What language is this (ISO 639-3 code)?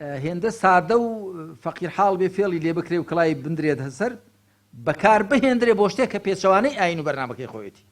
ckb